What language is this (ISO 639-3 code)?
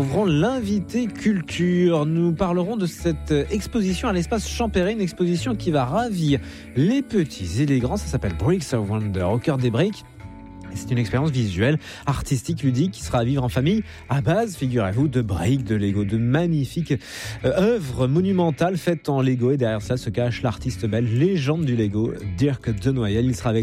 fra